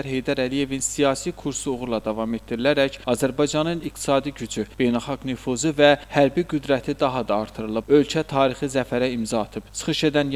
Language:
Azerbaijani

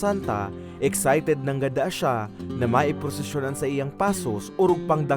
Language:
Bikol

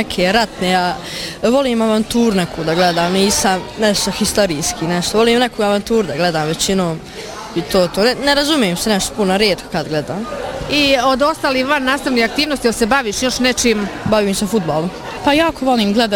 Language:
Bosnian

